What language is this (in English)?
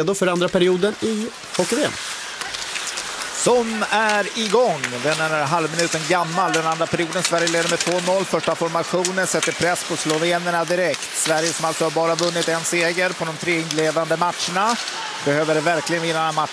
Swedish